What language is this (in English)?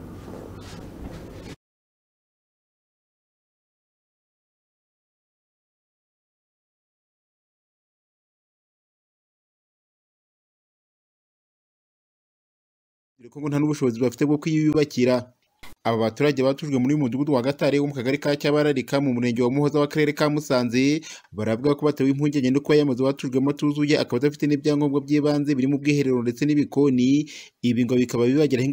Kinyarwanda